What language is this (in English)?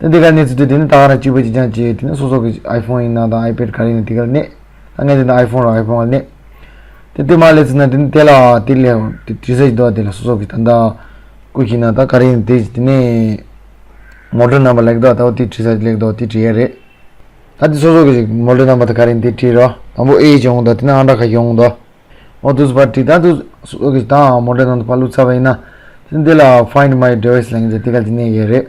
Tibetan